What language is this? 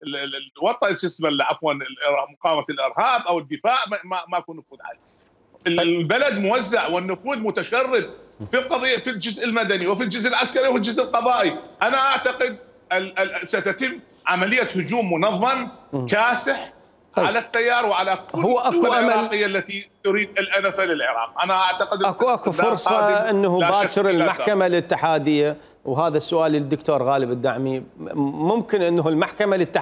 Mesopotamian Arabic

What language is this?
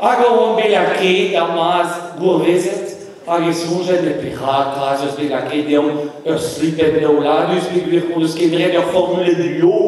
Breton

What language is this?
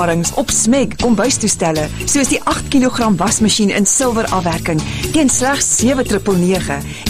Afrikaans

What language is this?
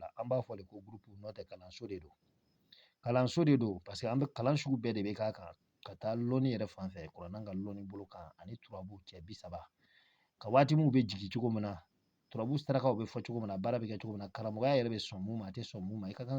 Bambara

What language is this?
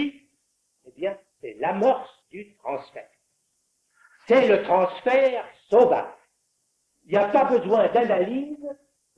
French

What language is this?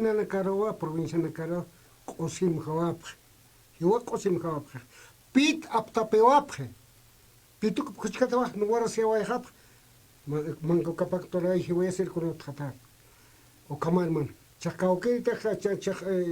Aymara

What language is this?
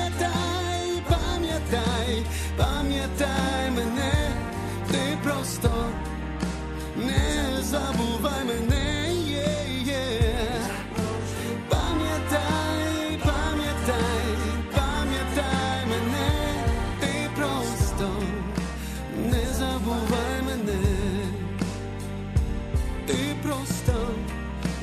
Ukrainian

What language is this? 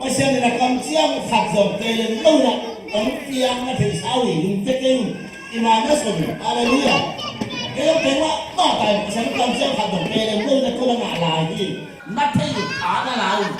Tedim Chin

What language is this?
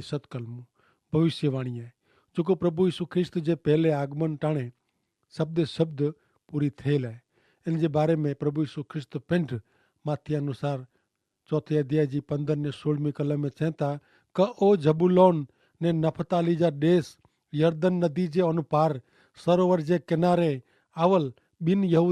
Kachhi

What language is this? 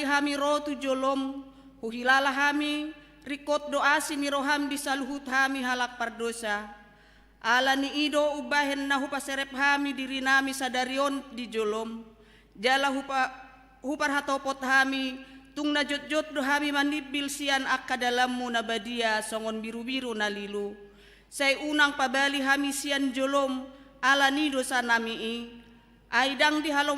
Batak Toba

